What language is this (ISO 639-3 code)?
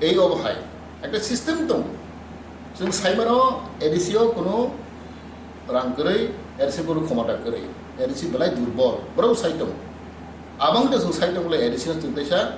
trp